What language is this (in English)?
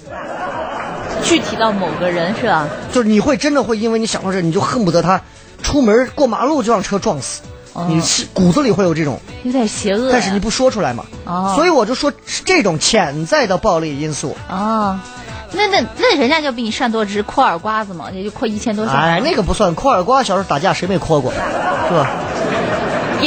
Chinese